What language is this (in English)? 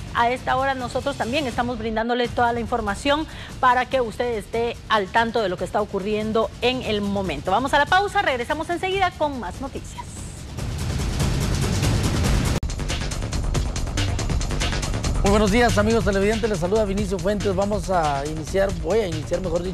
Spanish